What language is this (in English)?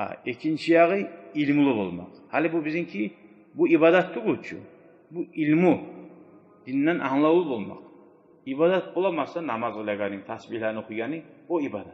Kumyk